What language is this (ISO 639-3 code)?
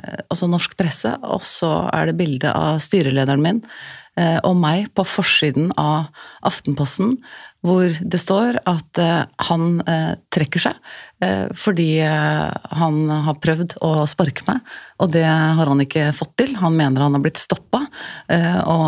nor